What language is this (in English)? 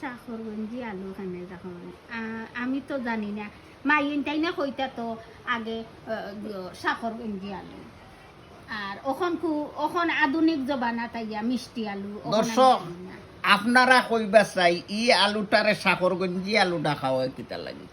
Sylheti